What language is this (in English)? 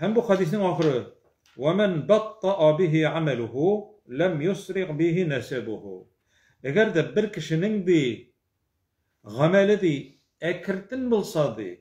Tatar